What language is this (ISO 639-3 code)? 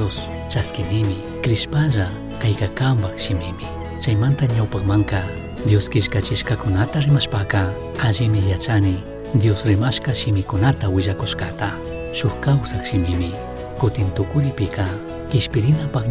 qug